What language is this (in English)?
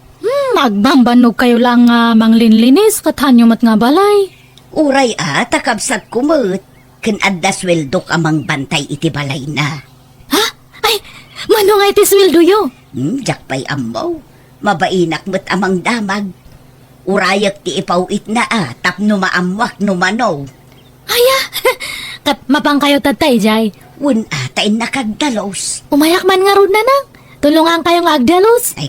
Iloko